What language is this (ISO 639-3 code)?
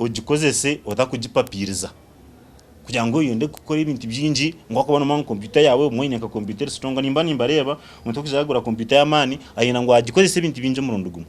nyn